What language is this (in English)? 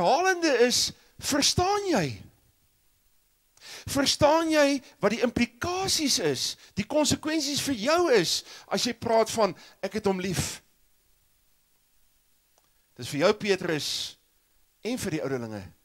Afrikaans